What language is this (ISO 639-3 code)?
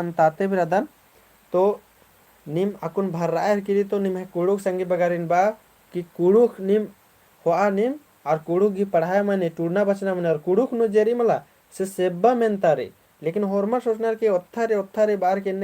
kru